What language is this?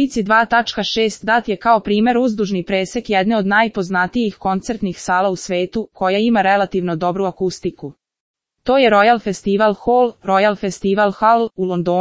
Serbian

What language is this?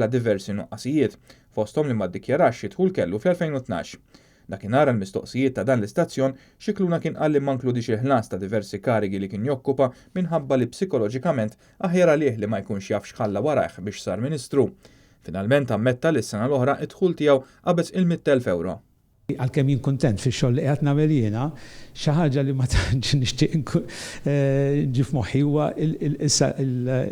Maltese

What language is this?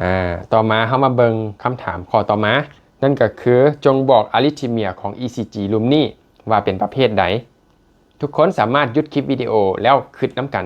Lao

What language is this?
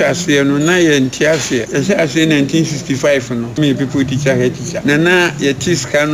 Akan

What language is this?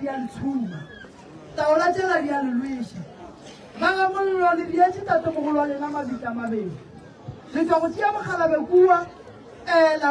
Northern Sotho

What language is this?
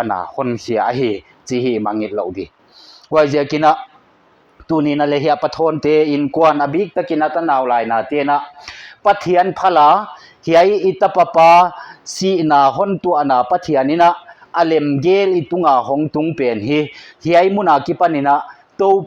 Paite Chin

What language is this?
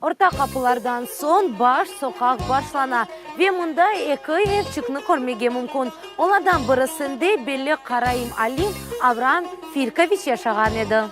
Crimean Tatar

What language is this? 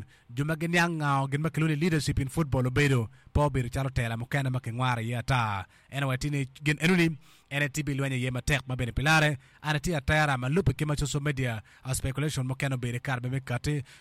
Acoli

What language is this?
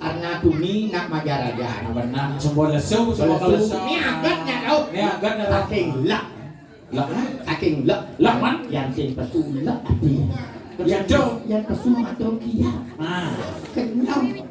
Balinese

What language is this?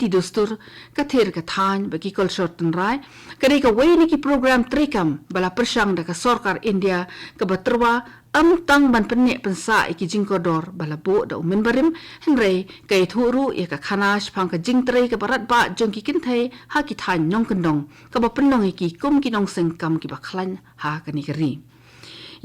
Khasi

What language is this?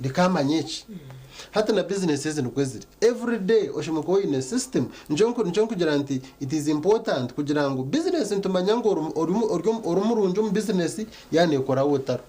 Nyankole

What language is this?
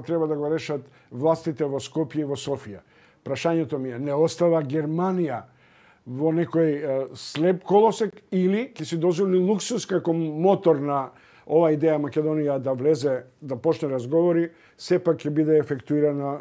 Macedonian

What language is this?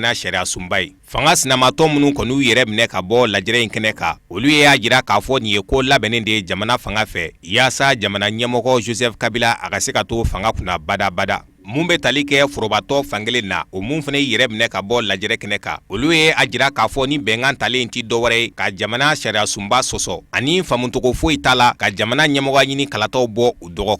Bambara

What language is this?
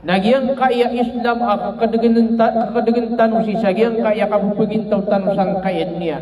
Maranao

